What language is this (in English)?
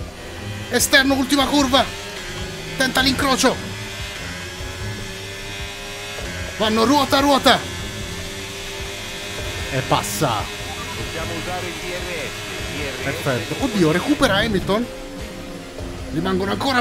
Italian